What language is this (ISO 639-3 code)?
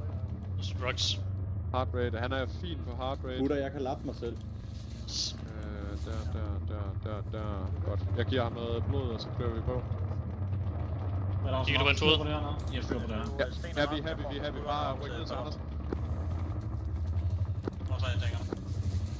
dan